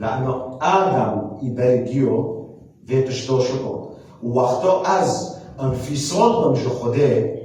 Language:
Kurdish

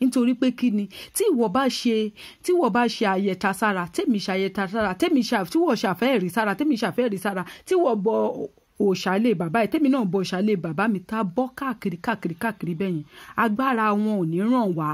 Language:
Yoruba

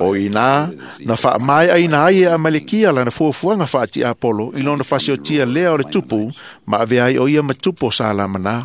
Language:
Samoan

